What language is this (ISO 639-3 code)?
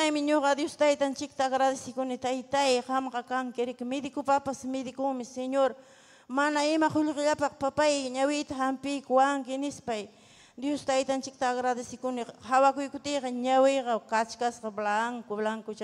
quy